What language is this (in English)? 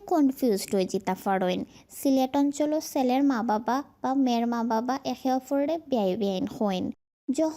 Sylheti